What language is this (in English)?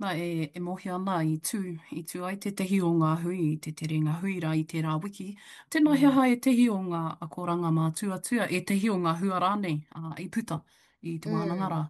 Māori